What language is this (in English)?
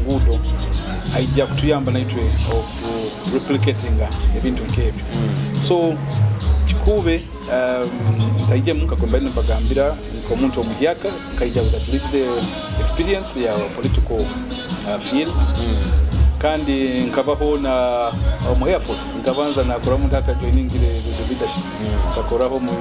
Nyoro